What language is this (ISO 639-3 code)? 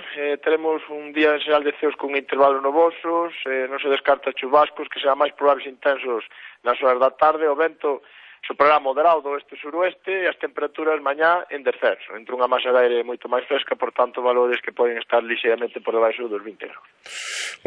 glg